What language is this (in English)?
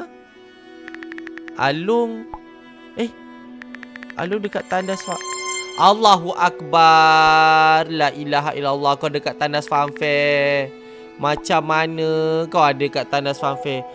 Malay